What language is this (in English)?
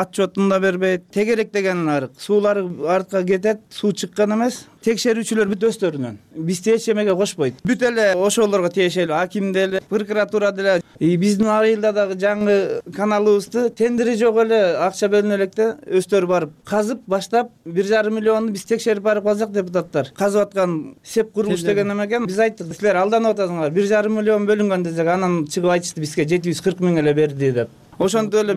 Kyrgyz